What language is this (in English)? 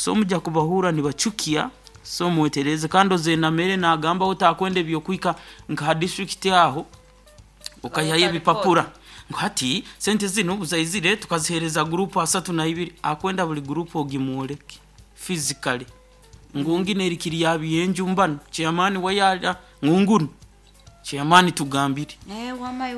Nyoro